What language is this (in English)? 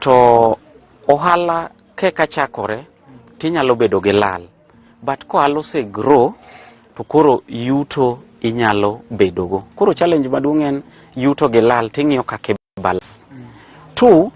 Luo (Kenya and Tanzania)